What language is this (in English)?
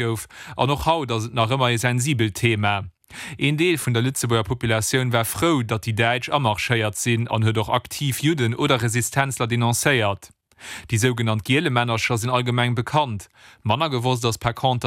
Luxembourgish